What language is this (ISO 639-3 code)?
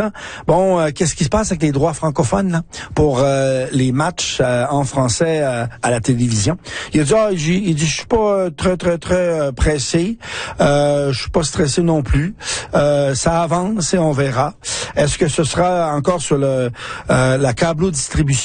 fra